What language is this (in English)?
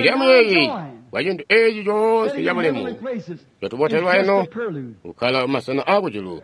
Tonga (Zambia)